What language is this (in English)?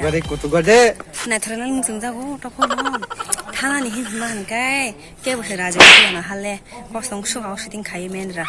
Kok Borok